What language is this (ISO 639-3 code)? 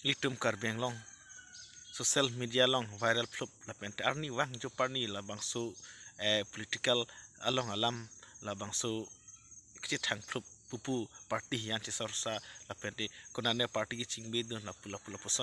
mjw